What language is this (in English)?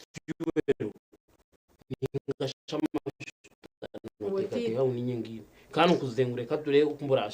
Nyankole